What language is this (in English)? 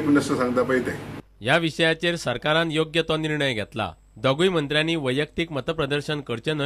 Konkani